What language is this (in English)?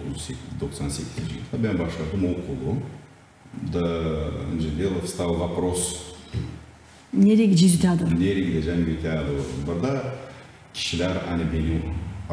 Gagauz